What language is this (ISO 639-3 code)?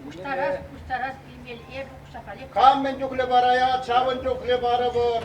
chv